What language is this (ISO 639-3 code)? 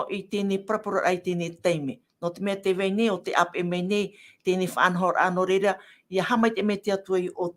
tah